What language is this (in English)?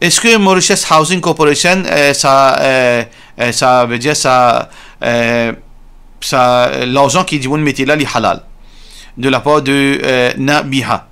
Morisyen